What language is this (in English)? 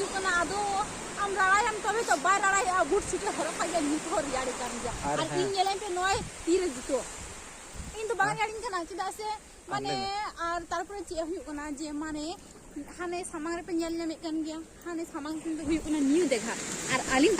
Santali